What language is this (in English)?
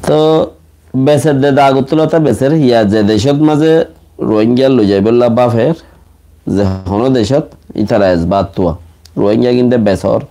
Rohingya